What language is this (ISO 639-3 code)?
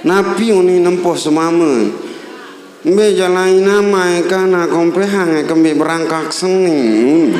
sas